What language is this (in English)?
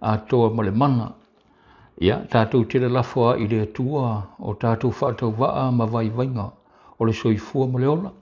Samoan